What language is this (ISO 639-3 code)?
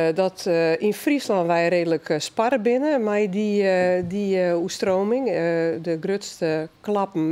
fry